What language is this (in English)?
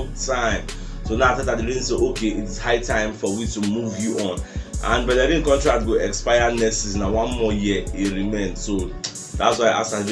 Nigerian Pidgin